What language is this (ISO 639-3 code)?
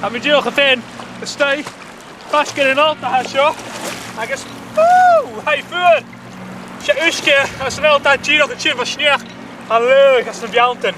gla